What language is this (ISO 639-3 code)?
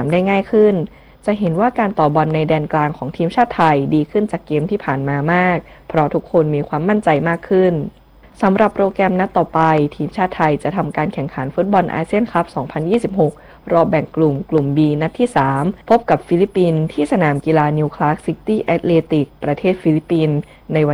tha